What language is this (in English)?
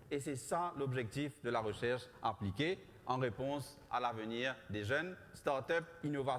Morisyen